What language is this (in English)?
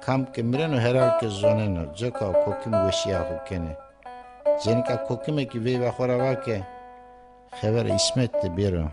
Zaza